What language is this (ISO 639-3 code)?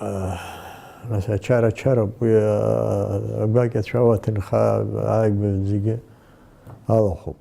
abk